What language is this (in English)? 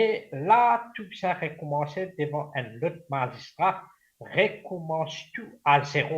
Morisyen